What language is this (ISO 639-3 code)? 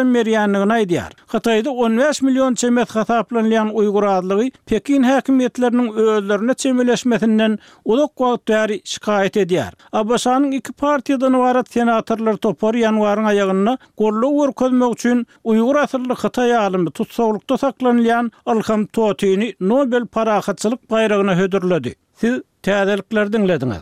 tuk